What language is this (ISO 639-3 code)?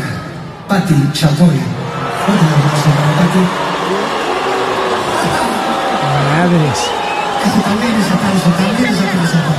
spa